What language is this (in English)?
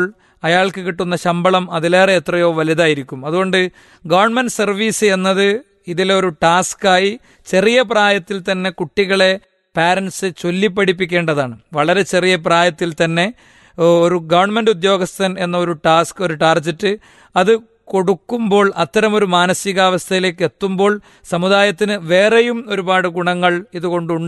Malayalam